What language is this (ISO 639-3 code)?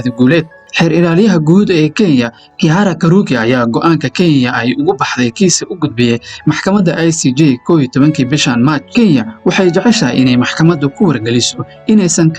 som